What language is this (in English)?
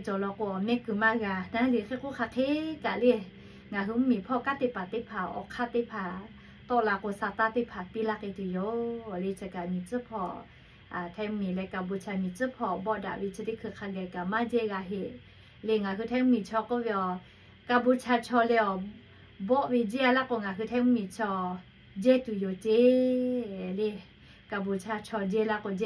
Lahu